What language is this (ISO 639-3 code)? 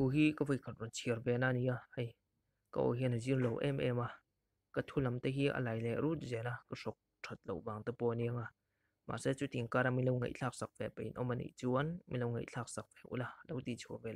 lus